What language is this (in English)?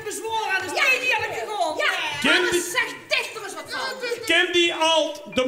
Dutch